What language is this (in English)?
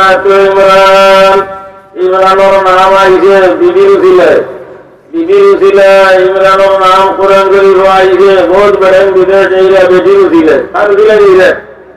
Sylheti